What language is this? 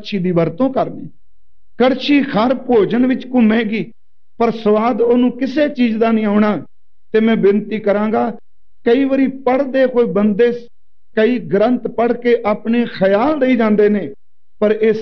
Punjabi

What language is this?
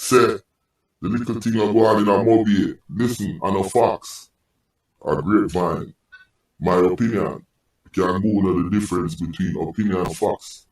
Jamaican Creole English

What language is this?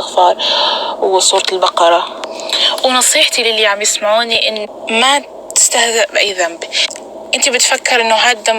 North Levantine Arabic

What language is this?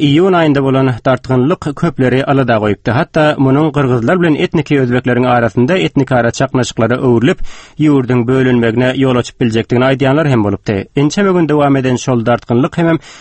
Turkmen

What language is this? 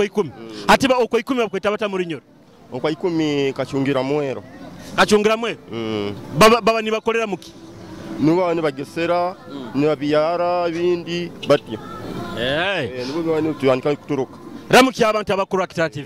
Nyoro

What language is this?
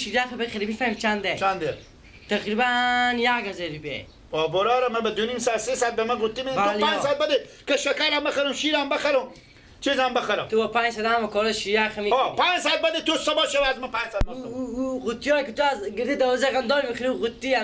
Persian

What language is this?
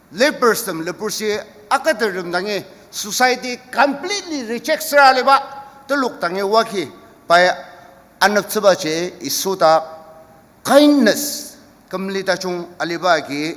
Ao Naga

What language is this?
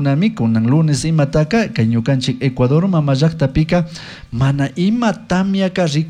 Chimborazo Highland Quichua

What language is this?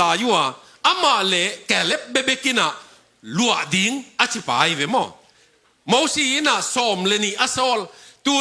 Tedim Chin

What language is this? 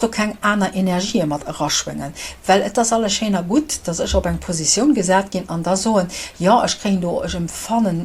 Luxembourgish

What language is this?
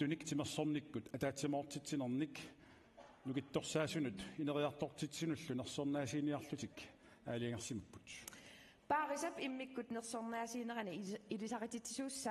Kalaallisut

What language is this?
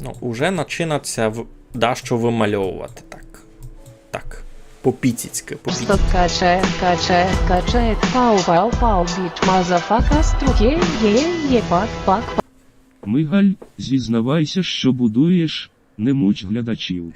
Rusyn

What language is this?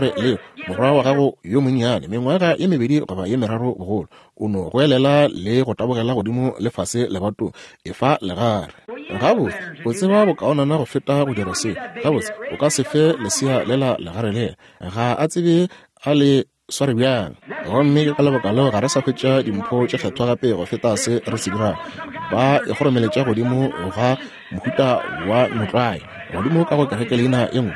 Northern Sotho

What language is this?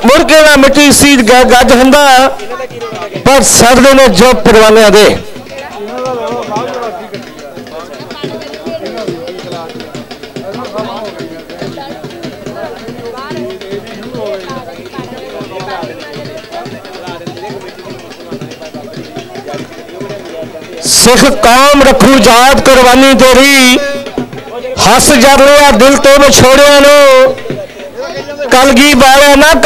Punjabi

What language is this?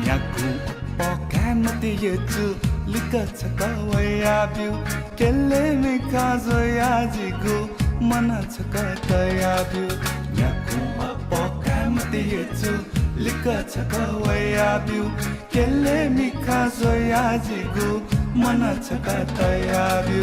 Newari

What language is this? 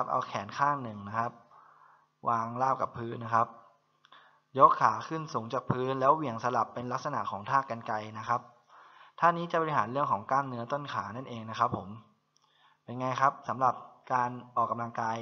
Thai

